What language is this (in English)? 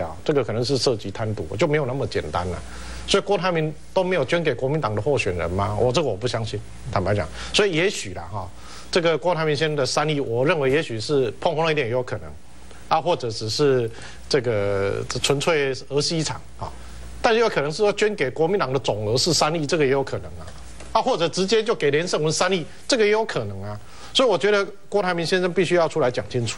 Chinese